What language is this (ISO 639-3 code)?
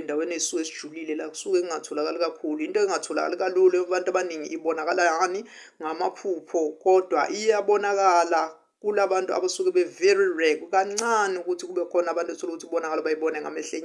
zul